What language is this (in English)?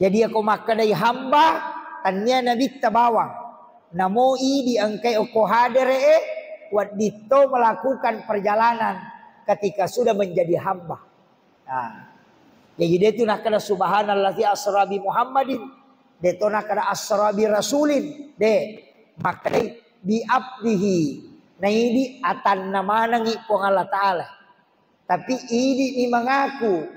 Buginese